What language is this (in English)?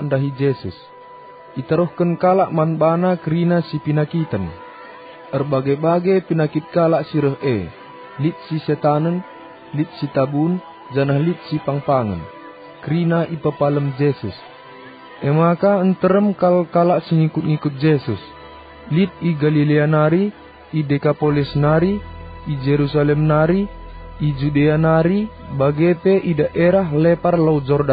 Batak Karo